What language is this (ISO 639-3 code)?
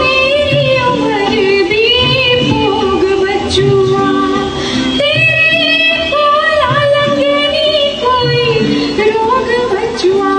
doi